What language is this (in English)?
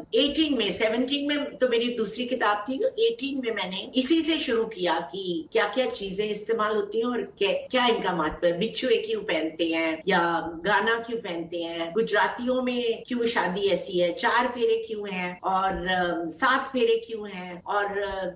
Hindi